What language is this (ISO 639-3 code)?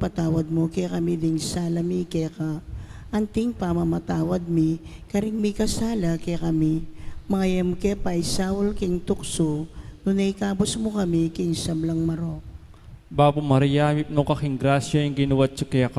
pam